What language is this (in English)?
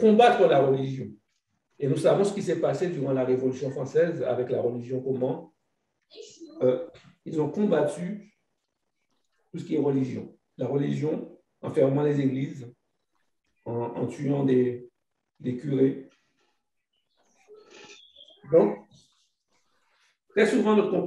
French